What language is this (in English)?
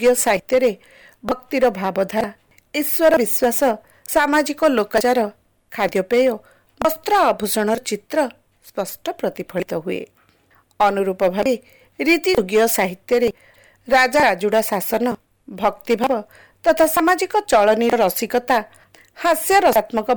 Odia